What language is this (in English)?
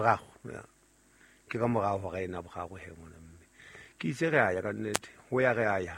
Southern Sotho